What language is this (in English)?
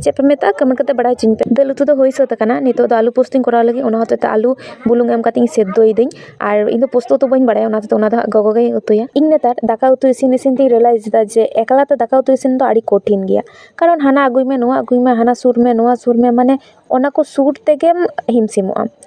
Santali